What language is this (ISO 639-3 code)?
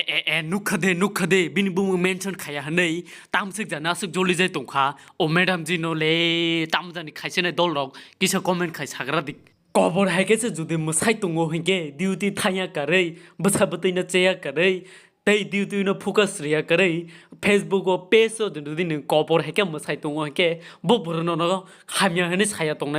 trp